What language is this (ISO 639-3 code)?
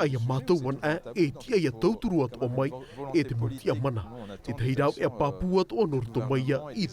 tah